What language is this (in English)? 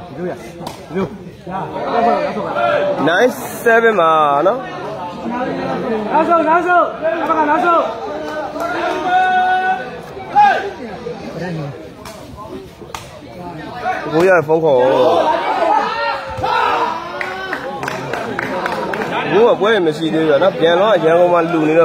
Burmese